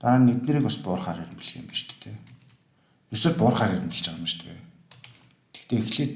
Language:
Mongolian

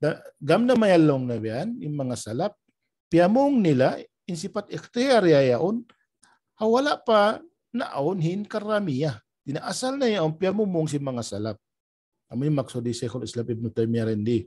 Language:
Tausug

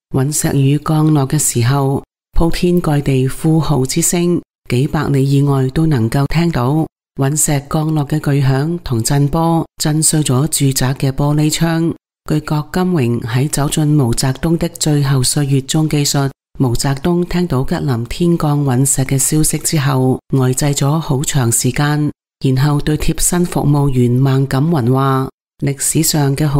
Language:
Cantonese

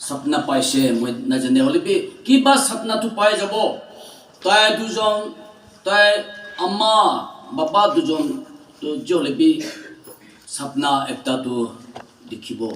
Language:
Naga Pidgin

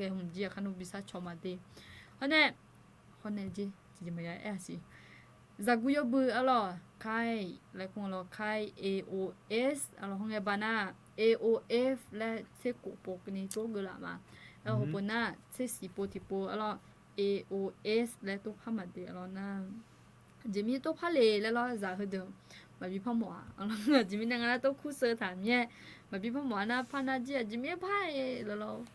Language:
Akha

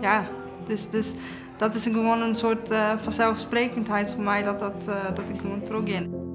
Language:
Western Frisian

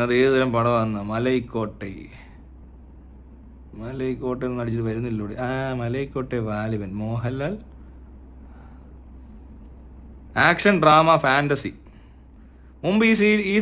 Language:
Malayalam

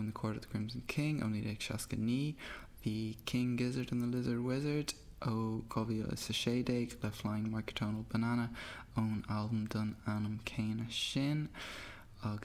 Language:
Irish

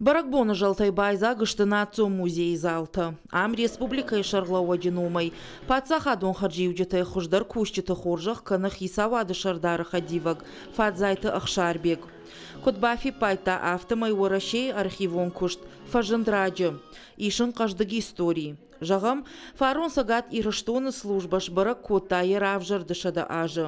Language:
Ossetic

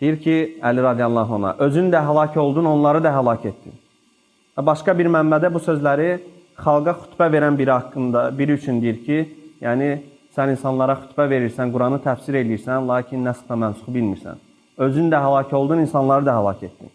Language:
Azerbaijani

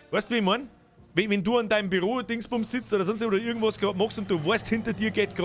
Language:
Bavarian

